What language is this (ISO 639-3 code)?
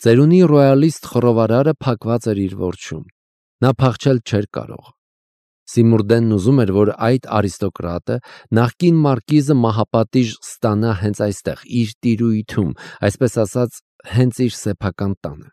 hye